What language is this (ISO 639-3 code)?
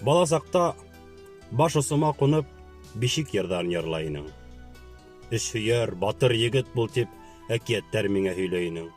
bak